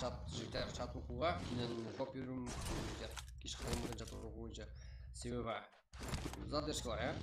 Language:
Kara-Kalpak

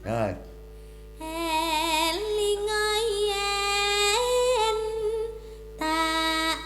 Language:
Javanese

